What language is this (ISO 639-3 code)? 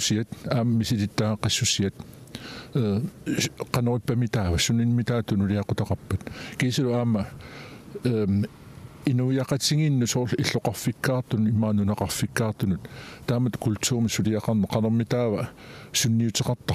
kal